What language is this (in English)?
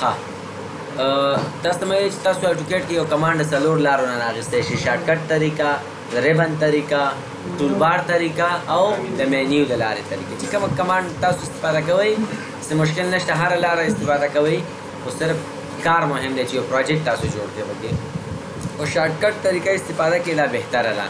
Pashto